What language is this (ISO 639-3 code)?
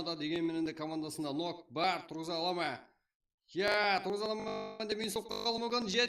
kaa